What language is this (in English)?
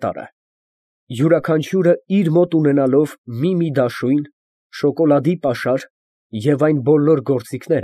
Armenian